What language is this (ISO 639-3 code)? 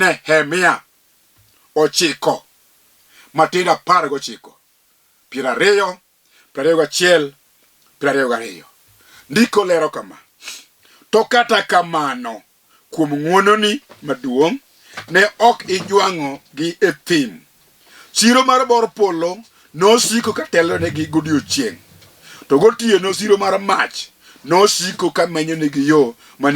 luo